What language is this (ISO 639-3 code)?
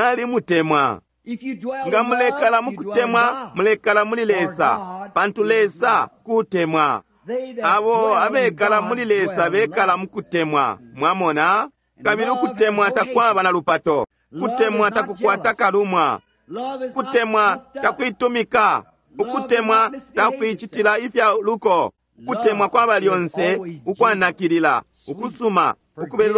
bem